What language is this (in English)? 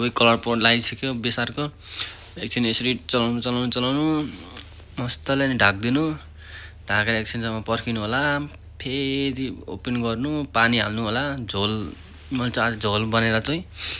Nepali